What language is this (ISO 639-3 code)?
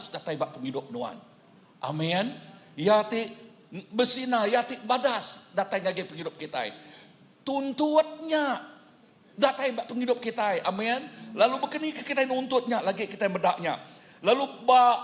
iba